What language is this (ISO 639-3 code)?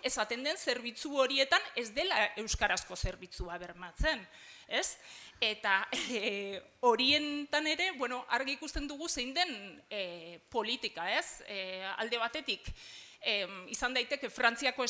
eus